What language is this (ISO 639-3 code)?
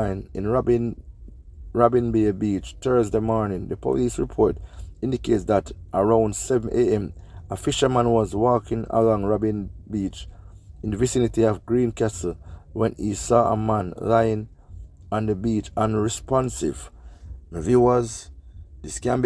jam